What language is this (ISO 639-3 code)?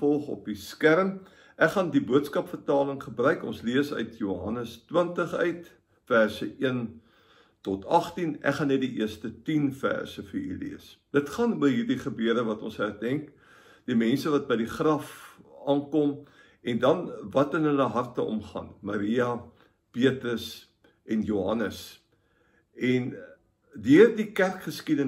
afr